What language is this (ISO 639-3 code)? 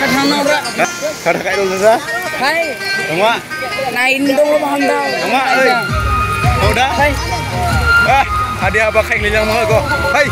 dis